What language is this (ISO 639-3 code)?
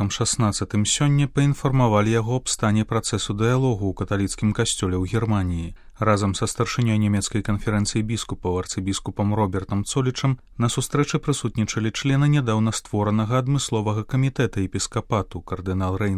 bel